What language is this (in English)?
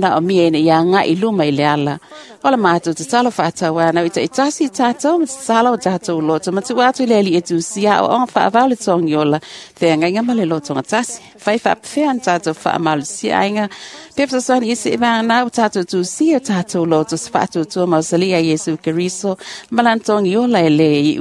Samoan